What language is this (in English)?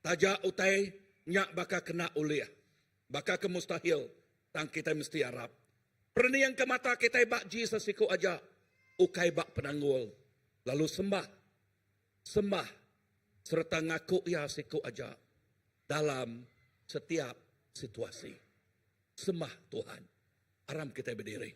Iban